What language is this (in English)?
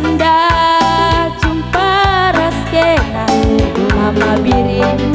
Batak Karo